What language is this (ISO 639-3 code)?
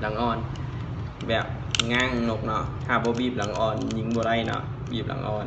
lao